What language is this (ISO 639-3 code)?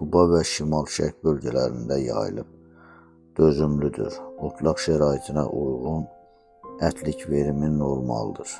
aze